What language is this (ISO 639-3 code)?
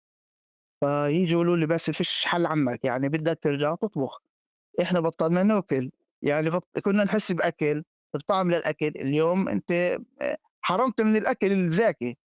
apc